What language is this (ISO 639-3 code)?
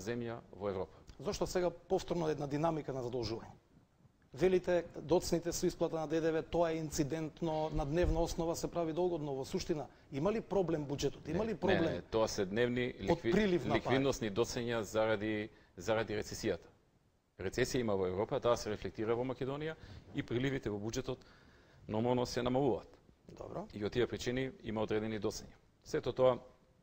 mkd